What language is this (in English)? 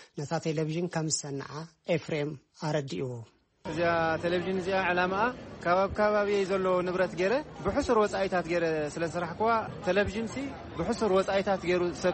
Tigrinya